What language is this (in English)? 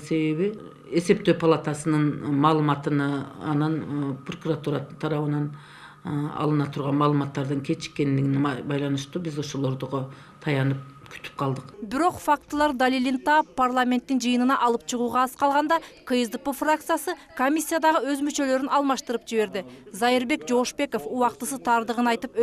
Kyrgyz